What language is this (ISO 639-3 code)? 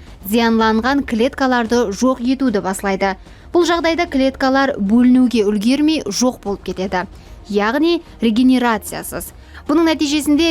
kaa